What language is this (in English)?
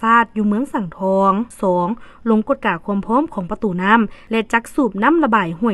Lao